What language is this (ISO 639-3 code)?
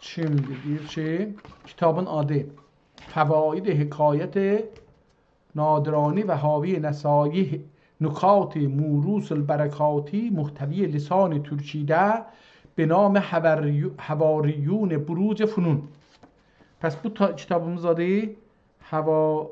azb